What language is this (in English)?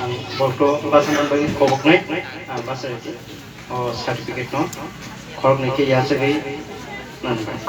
Kok Borok